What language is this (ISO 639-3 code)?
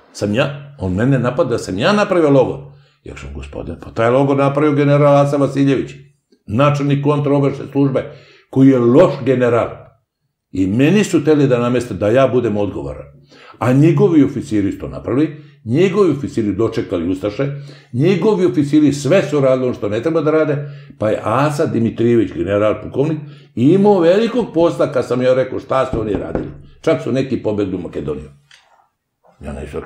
srp